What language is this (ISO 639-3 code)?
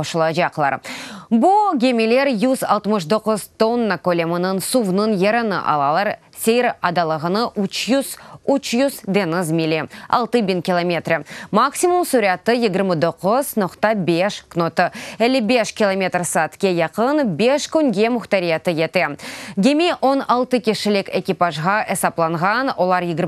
crh